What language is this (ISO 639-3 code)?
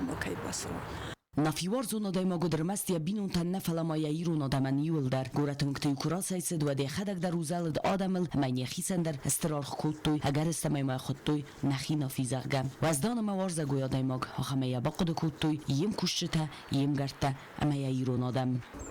oss